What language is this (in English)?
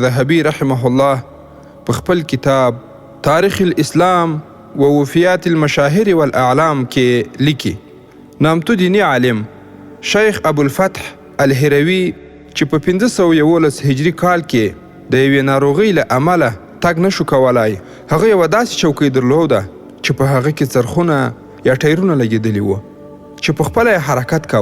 Pashto